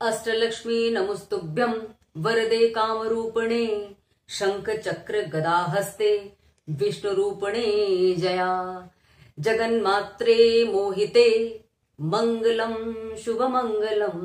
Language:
Sanskrit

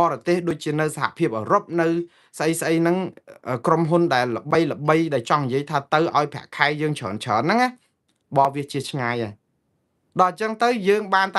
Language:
Khmer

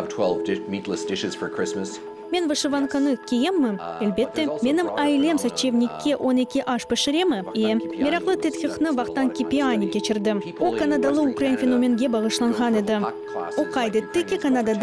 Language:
Crimean Tatar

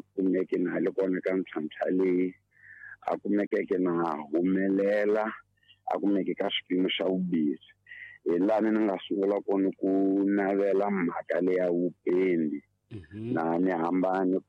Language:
Tsonga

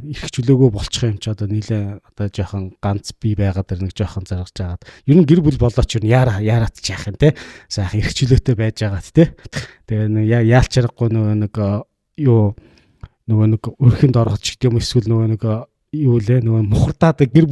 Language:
Mongolian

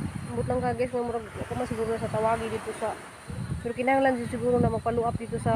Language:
Cebuano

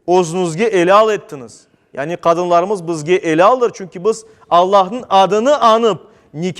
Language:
Crimean Tatar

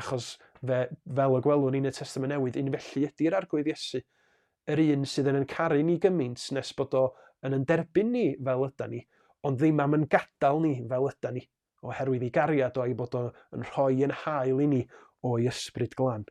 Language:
Welsh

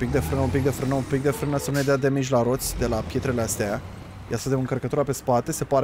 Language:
Romanian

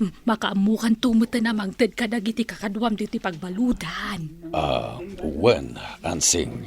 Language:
Iloko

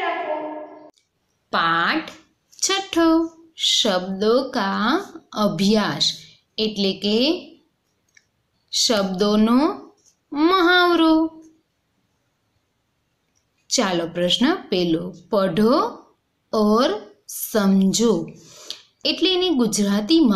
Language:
Gujarati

